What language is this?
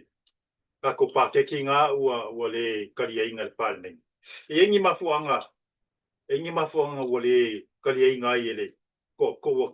Samoan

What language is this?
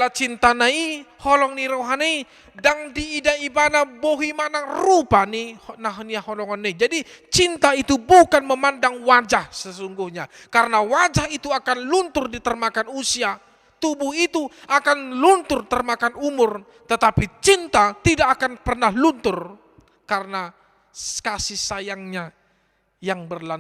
Batak Toba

